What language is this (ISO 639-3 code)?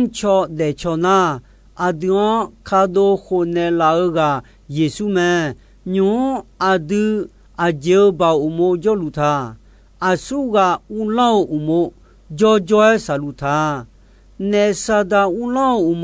ahk